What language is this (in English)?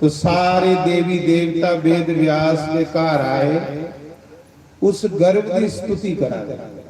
Dogri